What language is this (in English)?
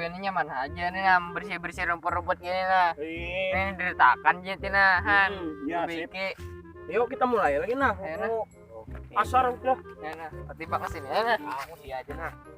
Banjar